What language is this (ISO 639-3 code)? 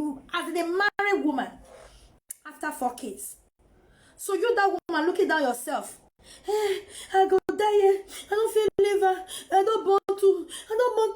pcm